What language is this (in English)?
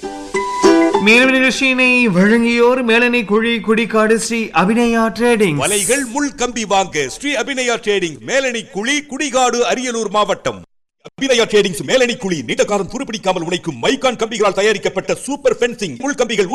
Tamil